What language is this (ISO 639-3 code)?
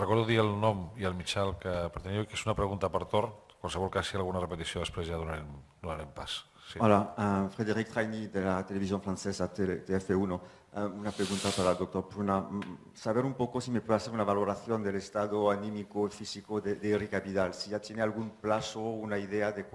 cat